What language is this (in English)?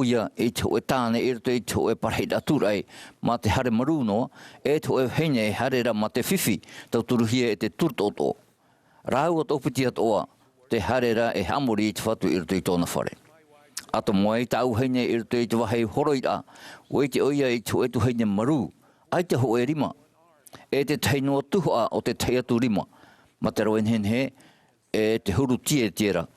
Tahitian